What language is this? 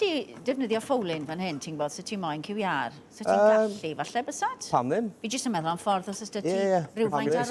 Welsh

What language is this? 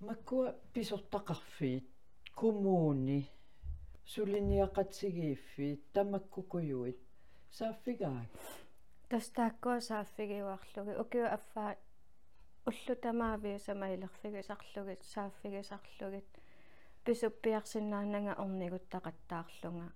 Kalaallisut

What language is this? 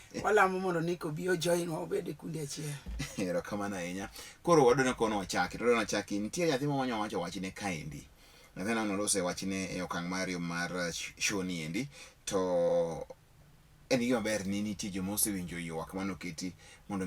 Luo (Kenya and Tanzania)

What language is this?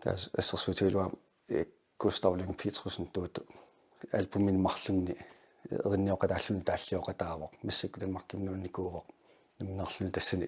Kalaallisut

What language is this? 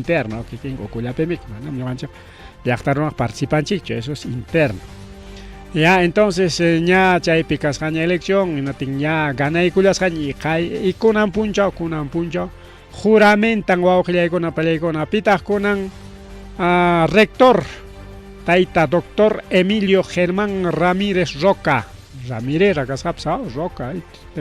Ayacucho Quechua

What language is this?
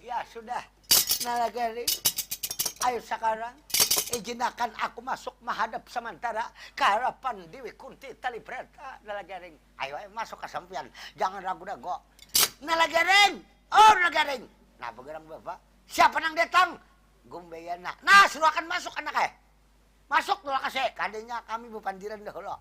Banjar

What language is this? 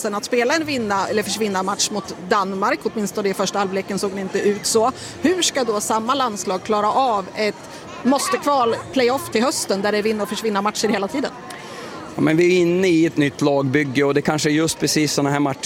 Swedish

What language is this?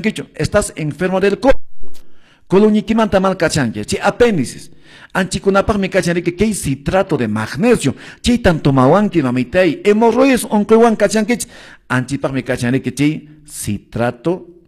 Quechua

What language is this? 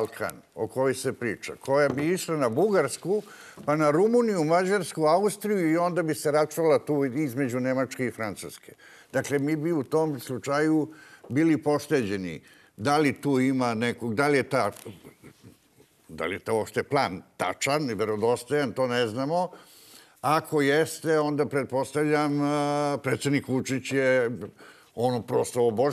Serbian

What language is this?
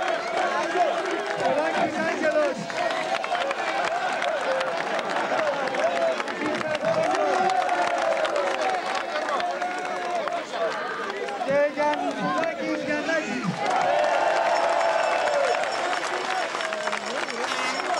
Greek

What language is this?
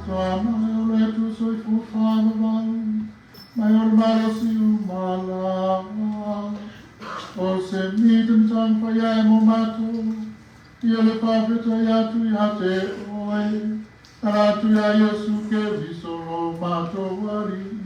Samoan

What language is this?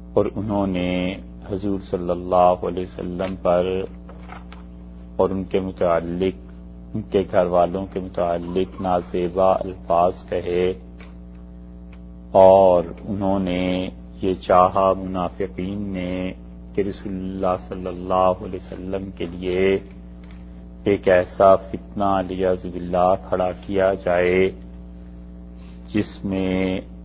Urdu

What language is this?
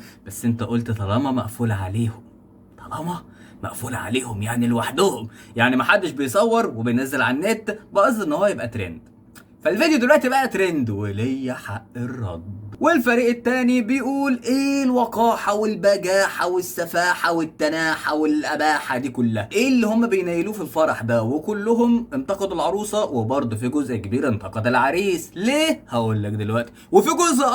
Egyptian Arabic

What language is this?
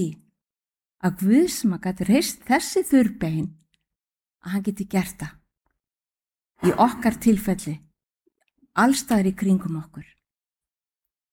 Icelandic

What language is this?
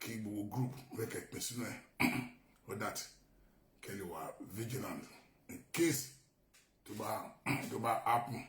Yoruba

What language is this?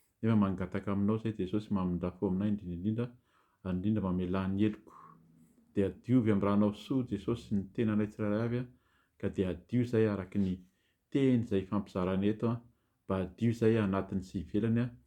Malagasy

